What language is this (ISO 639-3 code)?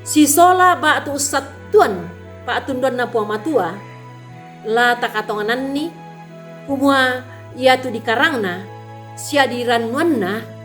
sda